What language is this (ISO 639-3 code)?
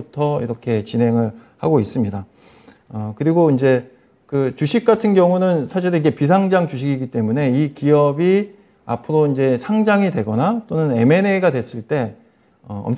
kor